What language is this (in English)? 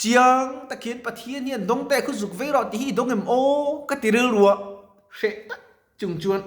Mizo